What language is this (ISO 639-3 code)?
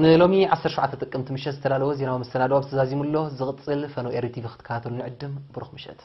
tir